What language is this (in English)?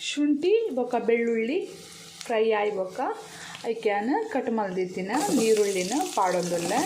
Tulu